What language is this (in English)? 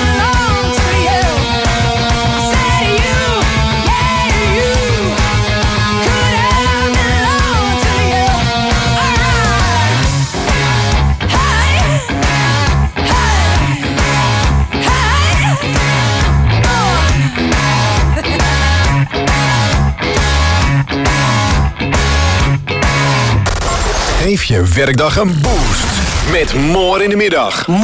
Dutch